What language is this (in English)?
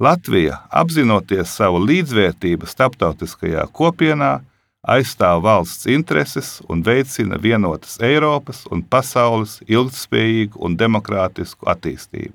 Latvian